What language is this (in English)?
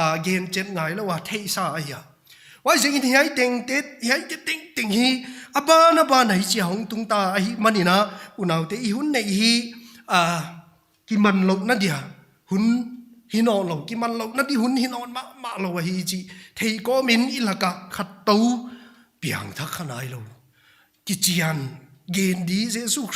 Paite Chin